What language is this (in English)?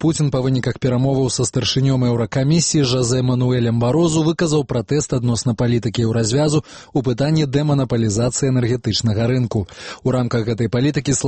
Belarusian